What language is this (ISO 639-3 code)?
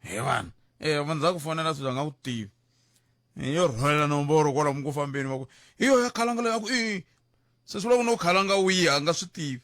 tso